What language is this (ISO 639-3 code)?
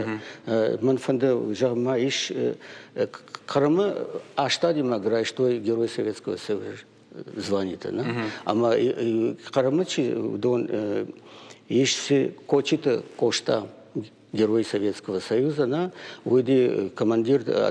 oss